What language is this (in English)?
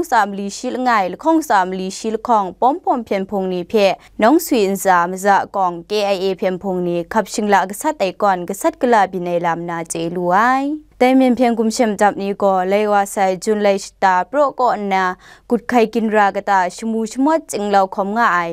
Kachin